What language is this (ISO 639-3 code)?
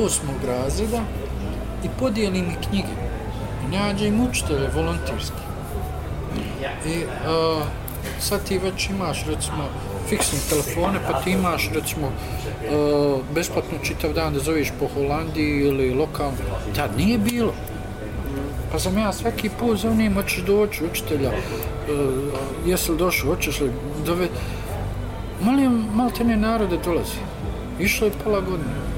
bos